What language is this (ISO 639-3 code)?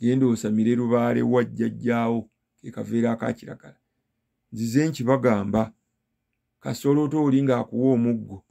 lug